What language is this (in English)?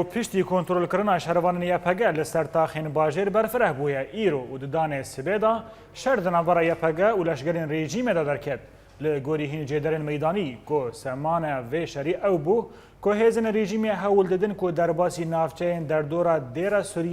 Kurdish